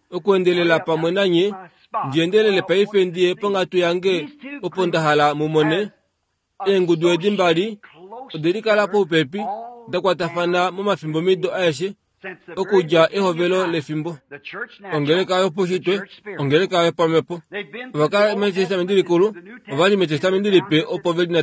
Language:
Kuanyama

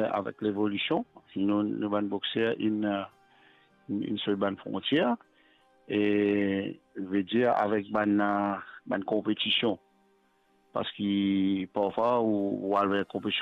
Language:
Morisyen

